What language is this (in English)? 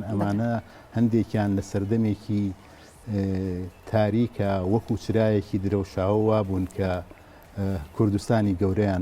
Central Kurdish